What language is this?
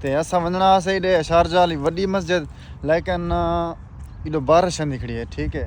Saraiki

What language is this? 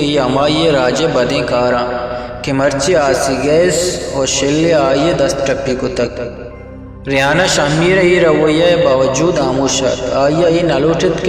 Eastern Balochi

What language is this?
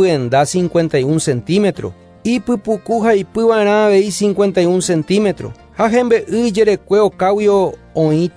Guarani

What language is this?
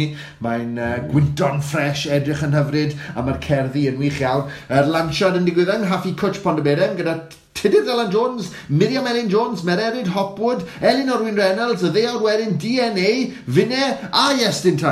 Welsh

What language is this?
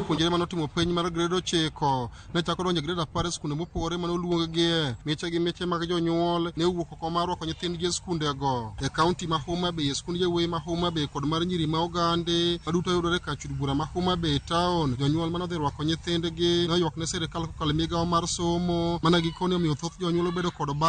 Luo (Kenya and Tanzania)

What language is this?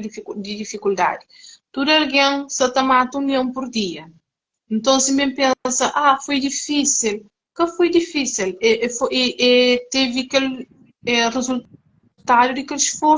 Kabuverdianu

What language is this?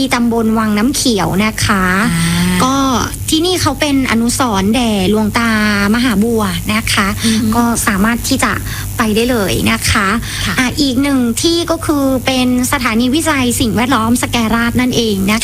Thai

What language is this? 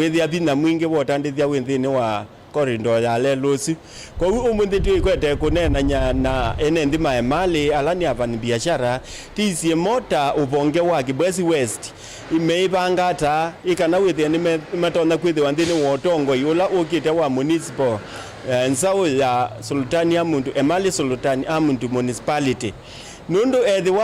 Kamba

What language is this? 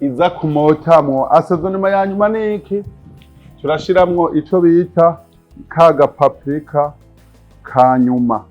Rundi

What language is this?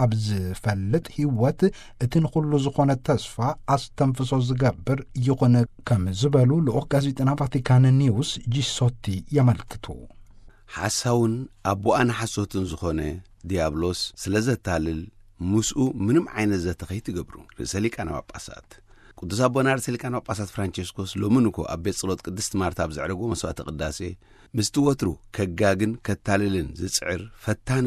Tigrinya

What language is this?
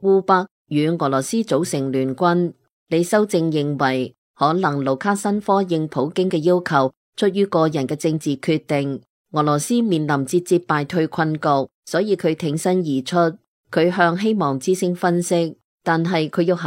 Cantonese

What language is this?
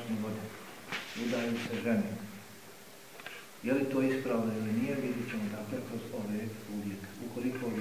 Bosnian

